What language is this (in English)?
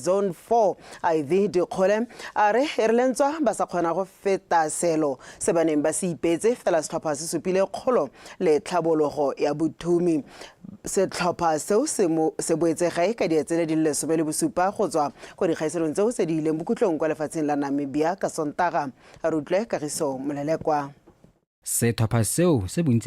Tswana